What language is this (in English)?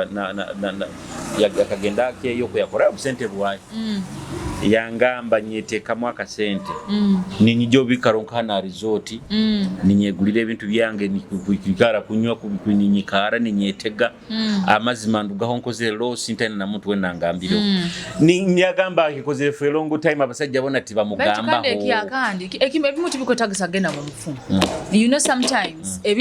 Nyoro